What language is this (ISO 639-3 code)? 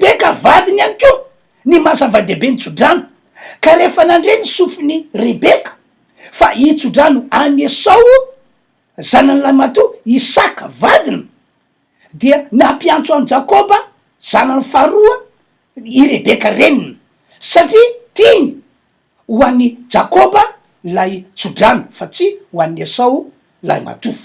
mlg